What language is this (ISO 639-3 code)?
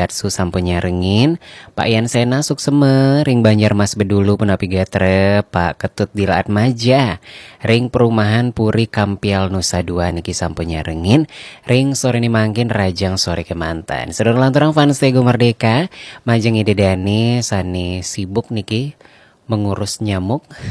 ban